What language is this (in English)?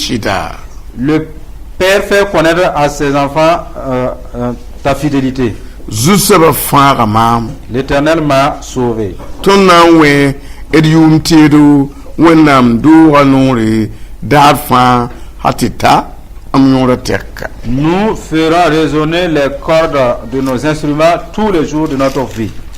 Mossi